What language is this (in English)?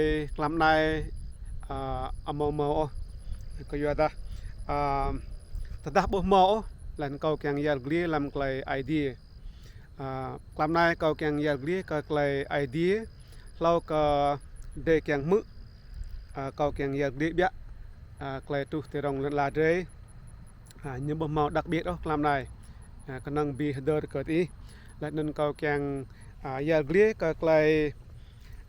Rade